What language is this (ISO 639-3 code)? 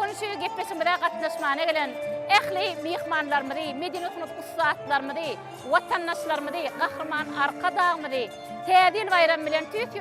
tuk